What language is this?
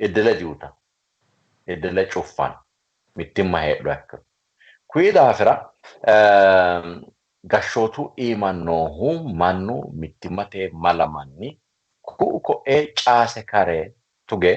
Sidamo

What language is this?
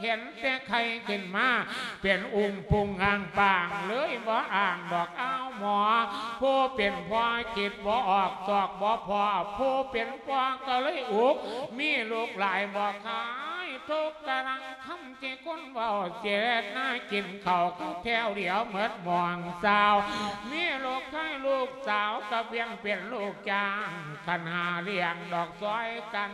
Lao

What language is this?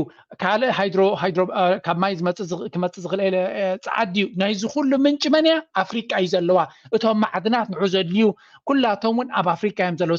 Tigrinya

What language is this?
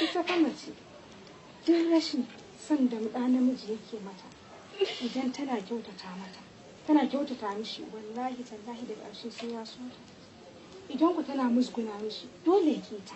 Hausa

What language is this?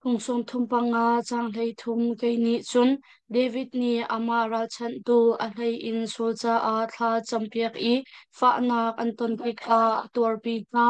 Hakha Chin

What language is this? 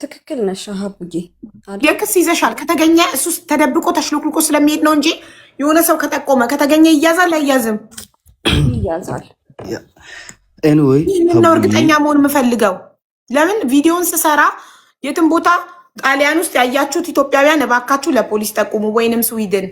Amharic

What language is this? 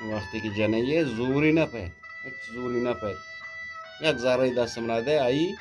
Eastern Balochi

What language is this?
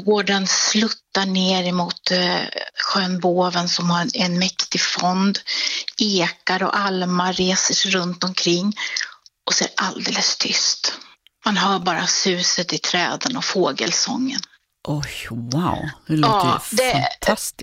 Swedish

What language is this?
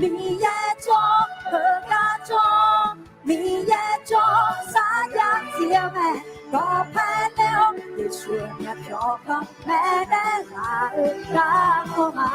Akha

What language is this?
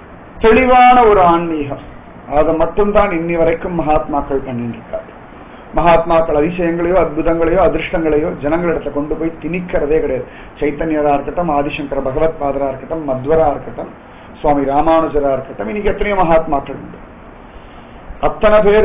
Tamil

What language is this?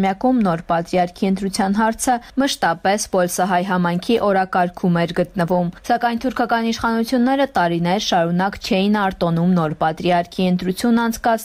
Armenian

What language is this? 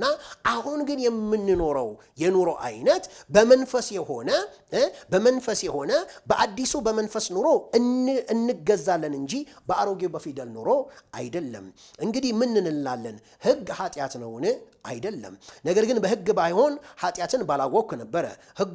Amharic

